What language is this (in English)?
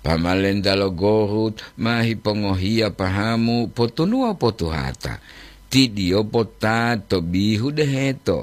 Gorontalo